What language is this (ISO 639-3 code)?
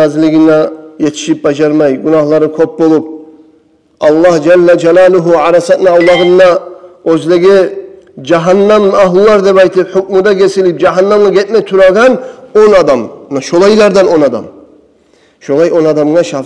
kum